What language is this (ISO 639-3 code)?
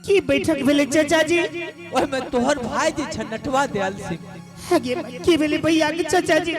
anp